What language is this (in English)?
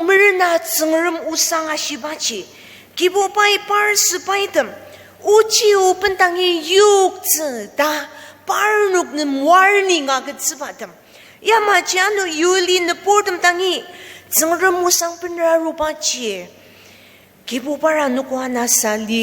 Ao Naga